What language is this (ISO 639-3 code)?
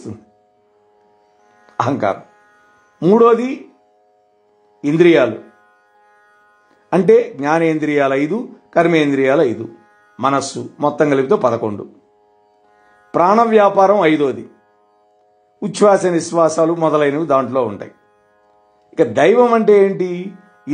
tel